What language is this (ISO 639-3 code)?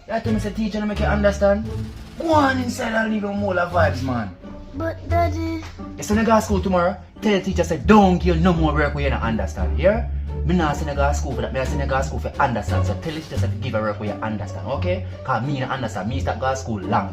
jam